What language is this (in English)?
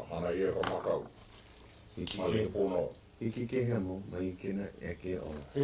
Hawaiian